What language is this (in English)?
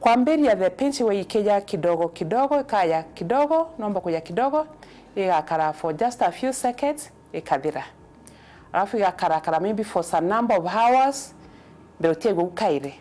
Meru